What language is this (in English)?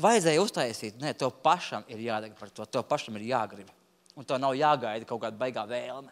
Latvian